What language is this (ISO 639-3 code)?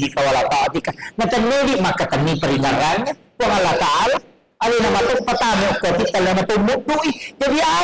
bug